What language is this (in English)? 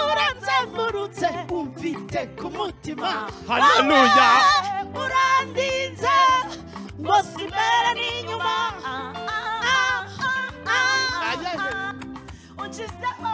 Kinyarwanda